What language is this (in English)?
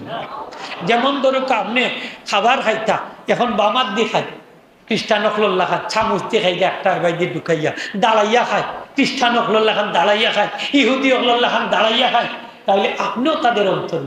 Sylheti